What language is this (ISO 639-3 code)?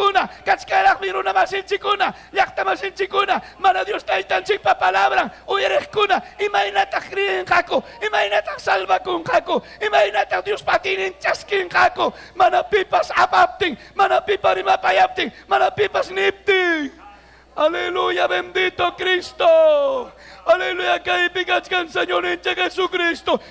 quy